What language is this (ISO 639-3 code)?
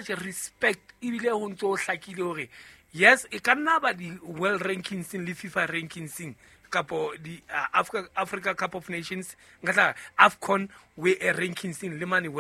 sot